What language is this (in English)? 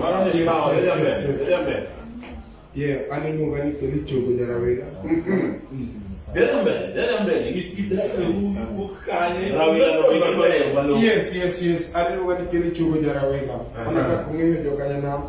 Luo (Kenya and Tanzania)